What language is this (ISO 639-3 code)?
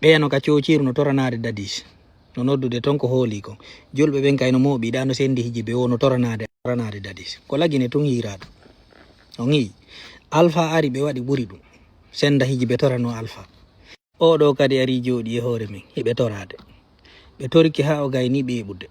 ful